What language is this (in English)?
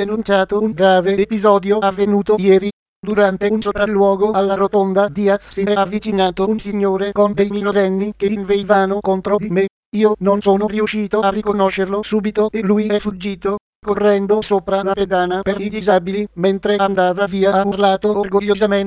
Italian